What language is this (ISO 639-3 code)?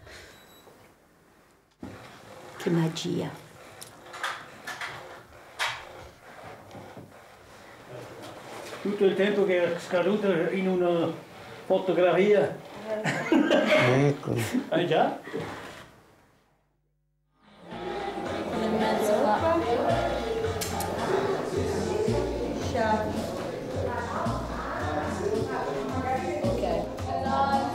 ita